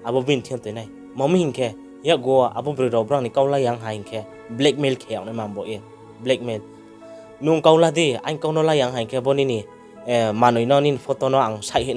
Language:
Riang (India)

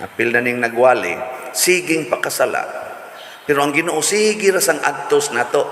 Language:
Cebuano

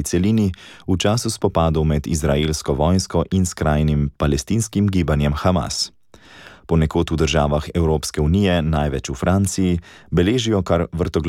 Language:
Slovenian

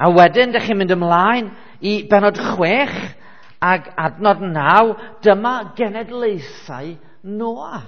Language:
Welsh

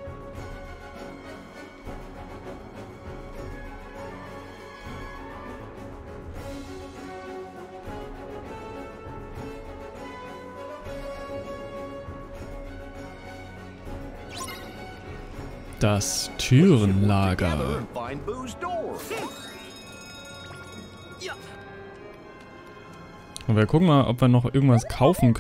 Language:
German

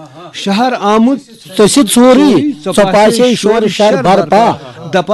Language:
Kashmiri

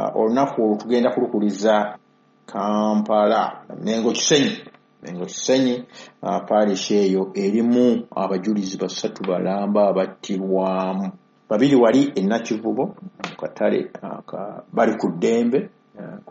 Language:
Ganda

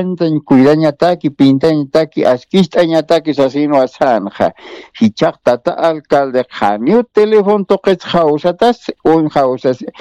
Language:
Aymara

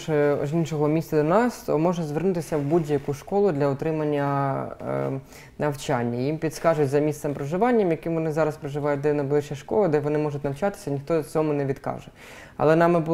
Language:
Ukrainian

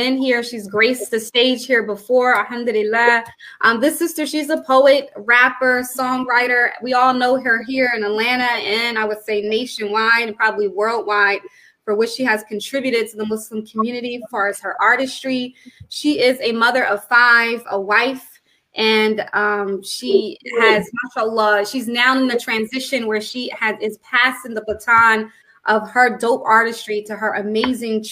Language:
English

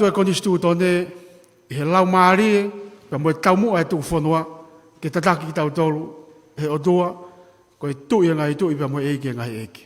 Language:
Tongan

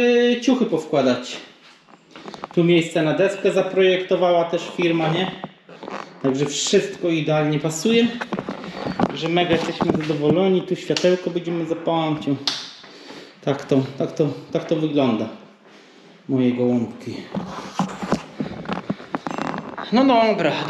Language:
Polish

